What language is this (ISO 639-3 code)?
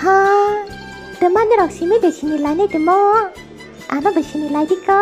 trp